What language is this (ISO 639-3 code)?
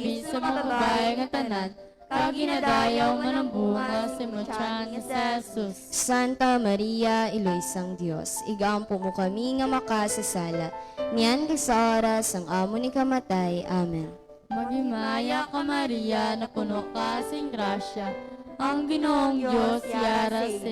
hil